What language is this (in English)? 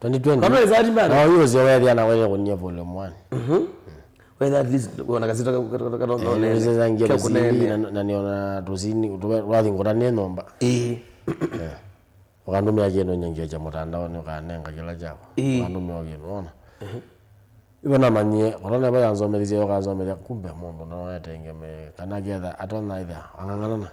Kamba